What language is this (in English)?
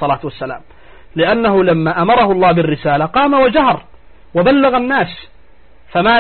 Arabic